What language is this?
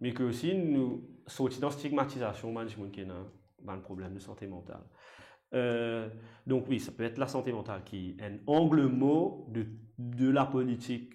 Morisyen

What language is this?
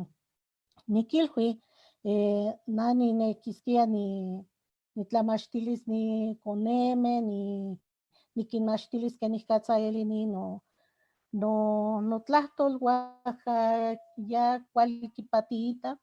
Eastern Huasteca Nahuatl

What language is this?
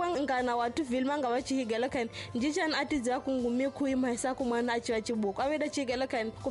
Tsonga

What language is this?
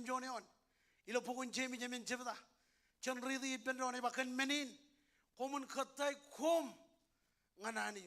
Marshallese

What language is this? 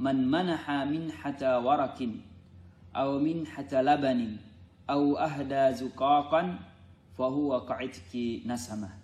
Yakan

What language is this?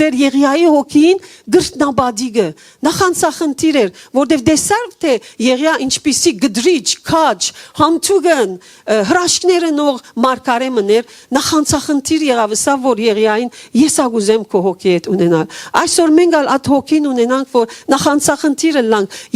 Western Armenian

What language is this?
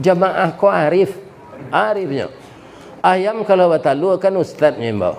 Minangkabau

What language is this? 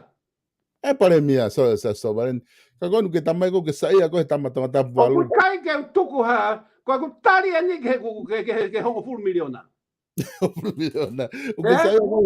Tongan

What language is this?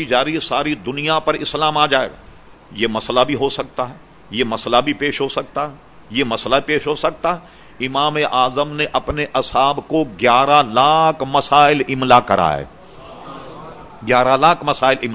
Urdu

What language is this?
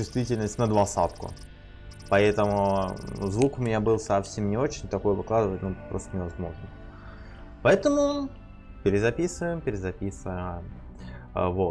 Russian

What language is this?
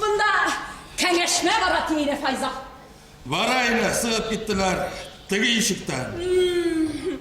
Bashkir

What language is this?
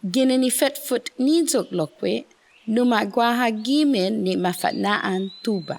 Chamorro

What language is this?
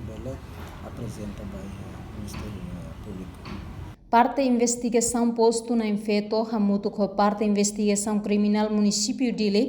Tetum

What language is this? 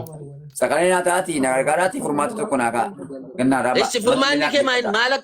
Oromo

